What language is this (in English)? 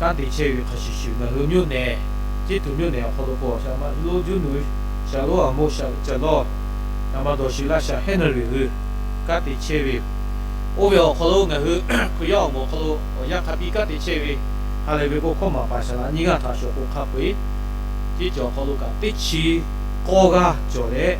Lahu